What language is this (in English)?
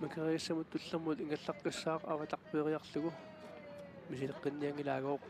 Kalaallisut